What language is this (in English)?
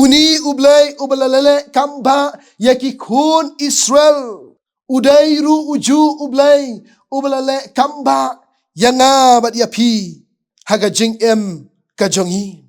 Khasi